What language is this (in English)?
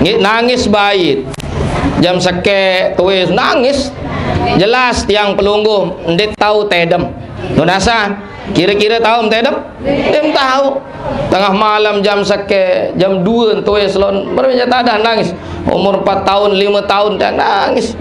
Sasak